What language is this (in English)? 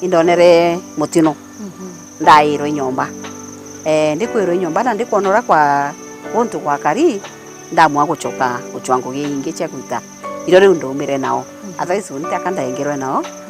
Meru